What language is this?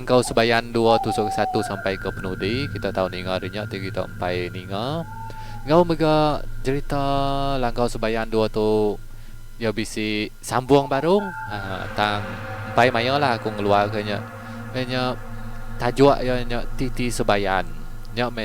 Iban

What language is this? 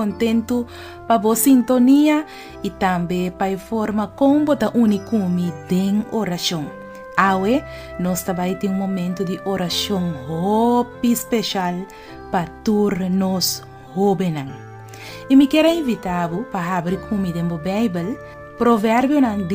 Papiamento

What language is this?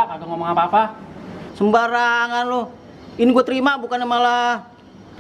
Betawi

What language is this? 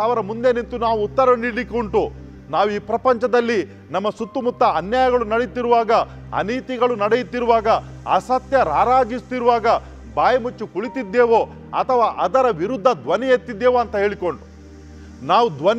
Kannada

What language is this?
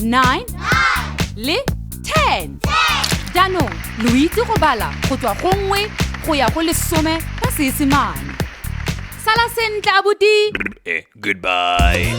Tswana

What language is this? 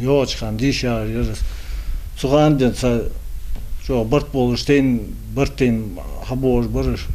Ingush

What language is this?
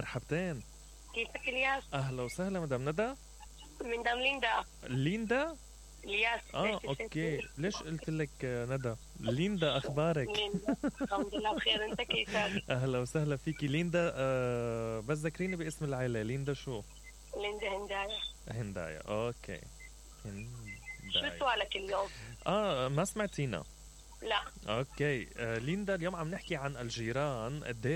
Mesopotamian Arabic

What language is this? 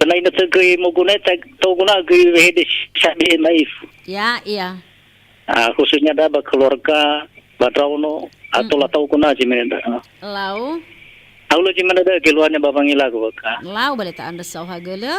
Nias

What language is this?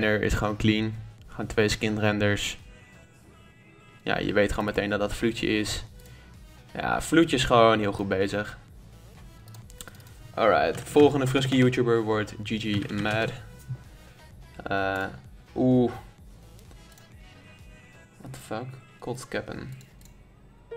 Dutch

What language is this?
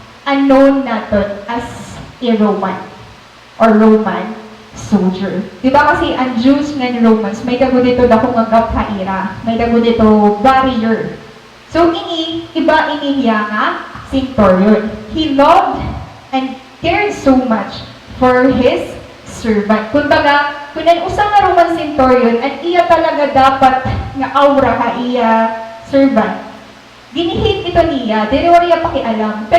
Waray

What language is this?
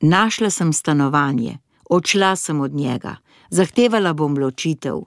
Slovenian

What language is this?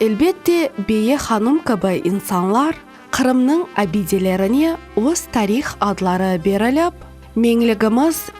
Crimean Tatar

